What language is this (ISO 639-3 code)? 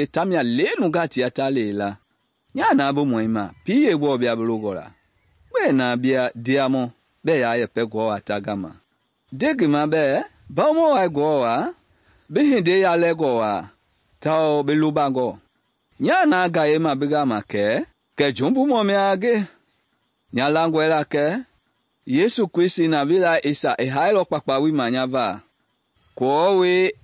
men